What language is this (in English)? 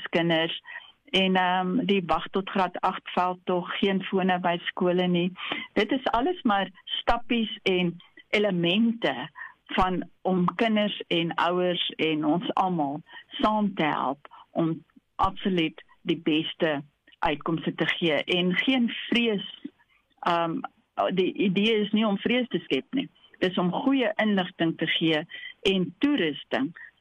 Afrikaans